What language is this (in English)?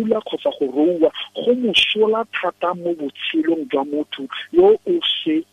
Tswana